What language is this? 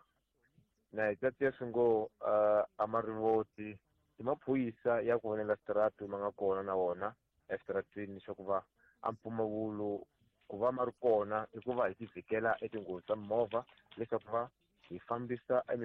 Tsonga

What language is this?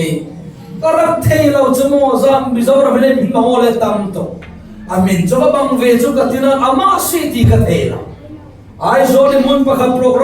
Falam Chin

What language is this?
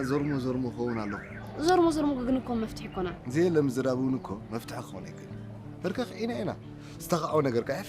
Tigrinya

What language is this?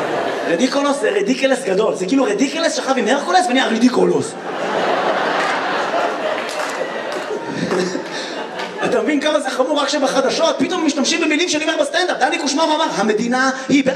Hebrew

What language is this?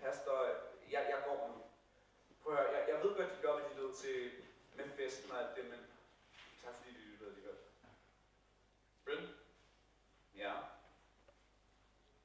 Danish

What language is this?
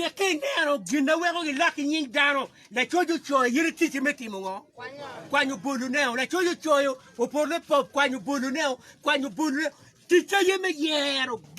Acoli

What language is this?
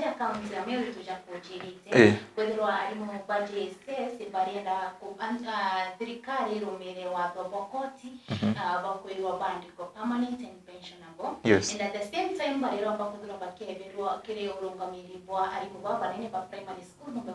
Meru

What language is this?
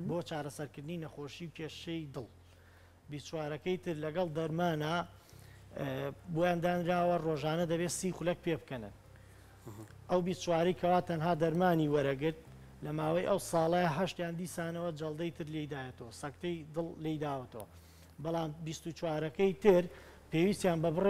Central Kurdish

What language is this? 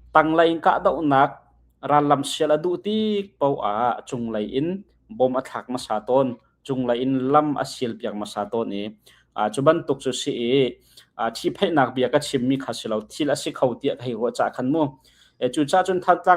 Hakha Chin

